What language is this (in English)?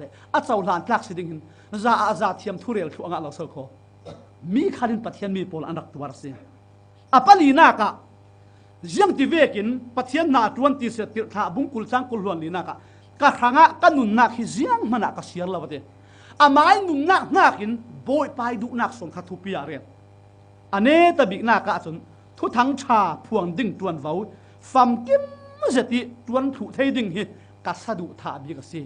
Falam Chin